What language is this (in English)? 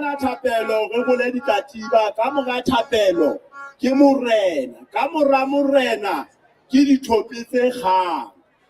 Southern Sotho